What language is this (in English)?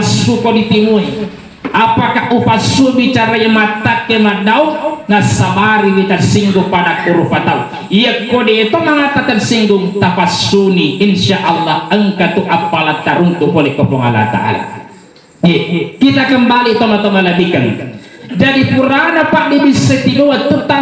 Buginese